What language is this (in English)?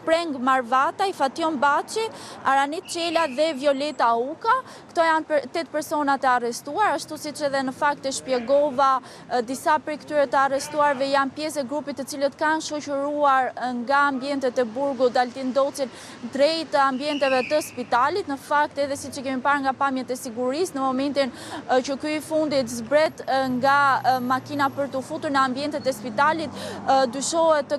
Albanian